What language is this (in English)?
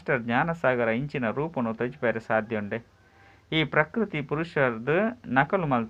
Tulu